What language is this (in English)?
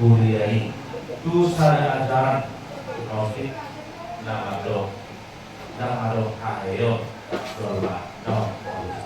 Batak Toba